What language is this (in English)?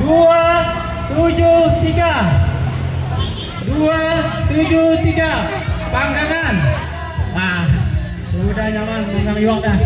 Banjar